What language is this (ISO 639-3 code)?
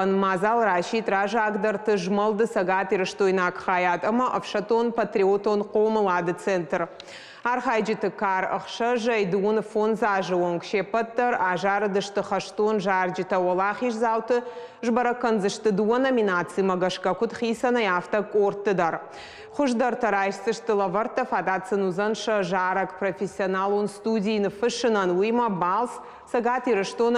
oss